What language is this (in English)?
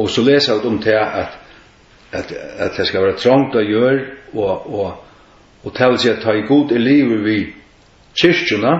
Faroese